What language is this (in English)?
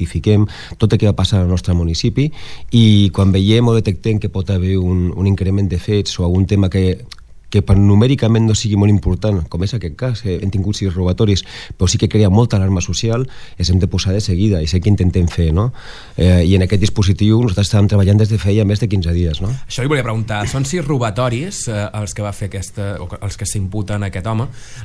Catalan